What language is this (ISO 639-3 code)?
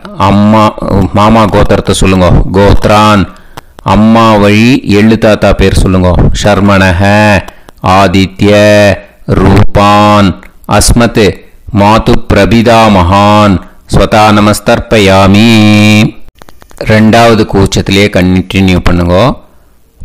tam